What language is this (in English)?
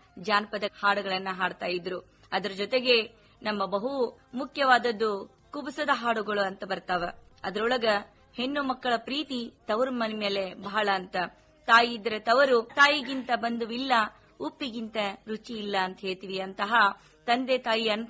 Kannada